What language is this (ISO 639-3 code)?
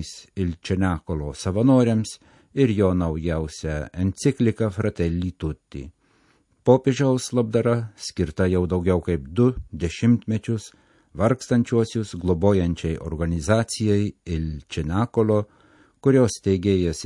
lit